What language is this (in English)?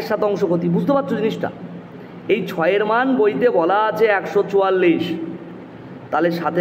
Bangla